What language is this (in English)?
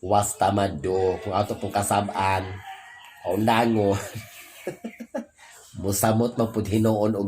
Cebuano